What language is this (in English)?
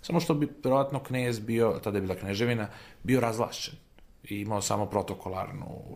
Serbian